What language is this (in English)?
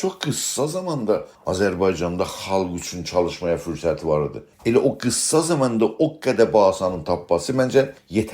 South Azerbaijani